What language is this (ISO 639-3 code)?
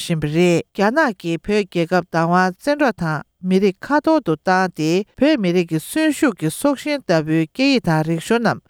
bod